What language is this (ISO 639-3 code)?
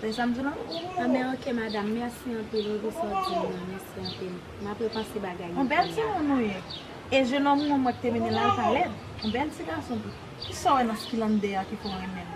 hat